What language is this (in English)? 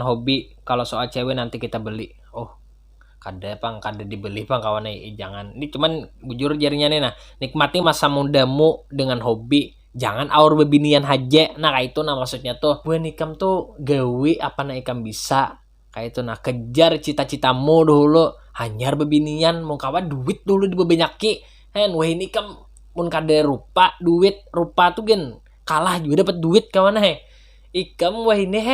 Banjar